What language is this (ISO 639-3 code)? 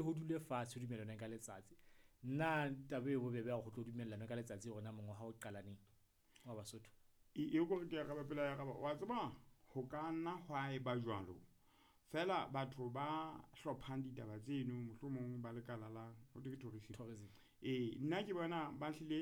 sot